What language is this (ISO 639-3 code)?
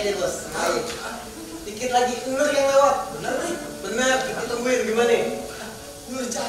bew